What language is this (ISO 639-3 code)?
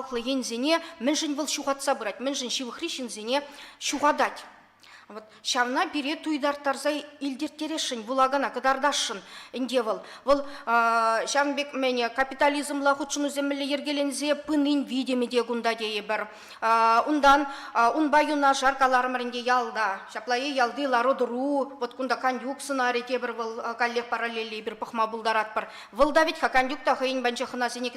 chv